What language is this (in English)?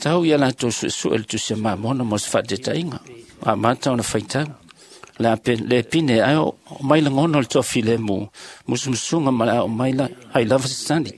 Samoan